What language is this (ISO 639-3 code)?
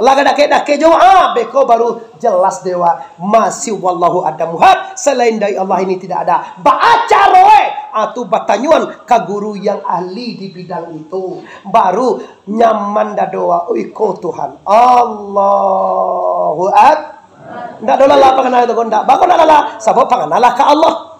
min